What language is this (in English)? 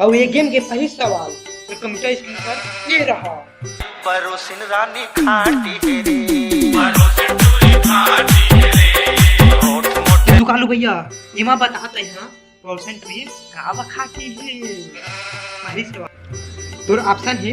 Chhattisgarhi